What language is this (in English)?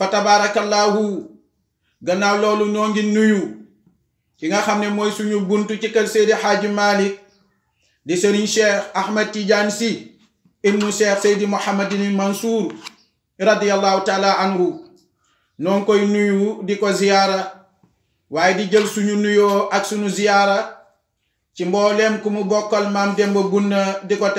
Wolof